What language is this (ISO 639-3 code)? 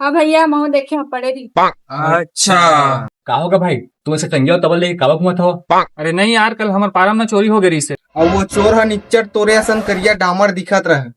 hne